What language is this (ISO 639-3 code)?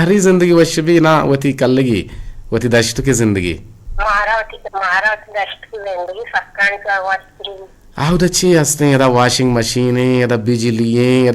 bgp